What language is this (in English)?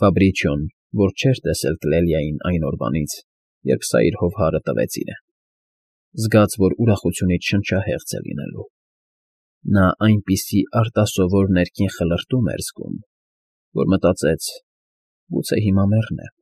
Armenian